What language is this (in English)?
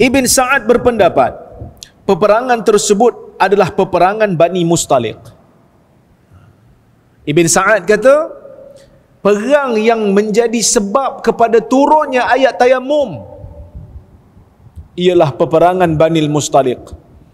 Malay